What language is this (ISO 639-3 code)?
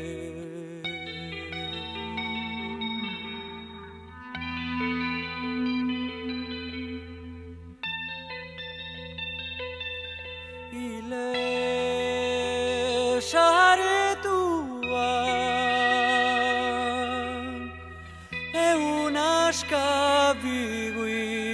eus